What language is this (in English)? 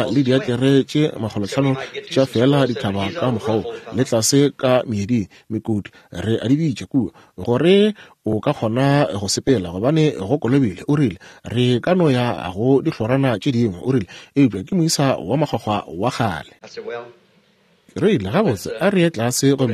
Northern Sotho